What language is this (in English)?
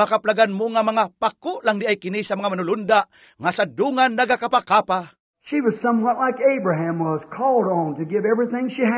Cebuano